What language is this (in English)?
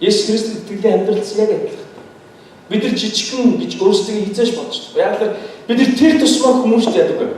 Mongolian